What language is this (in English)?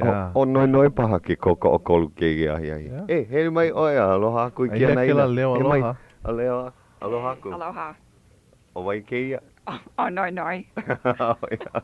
Hawaiian